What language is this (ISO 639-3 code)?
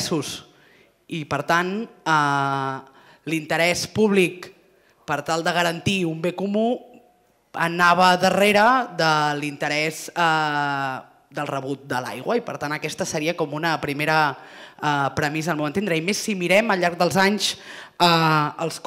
cat